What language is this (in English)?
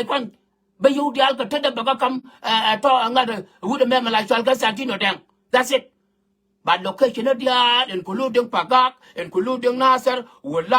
Nuer